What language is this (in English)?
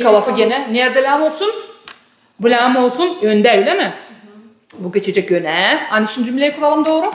Gagauz